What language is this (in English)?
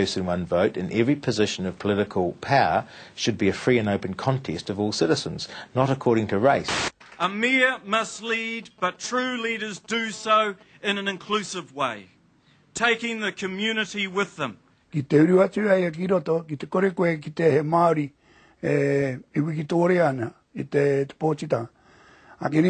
Māori